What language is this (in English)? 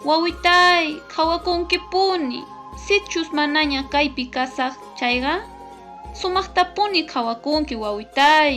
Quechua